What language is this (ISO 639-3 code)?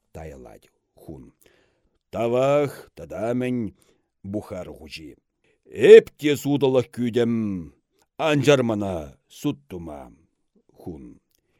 chv